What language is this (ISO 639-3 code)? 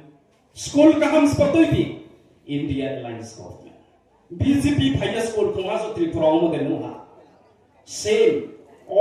ria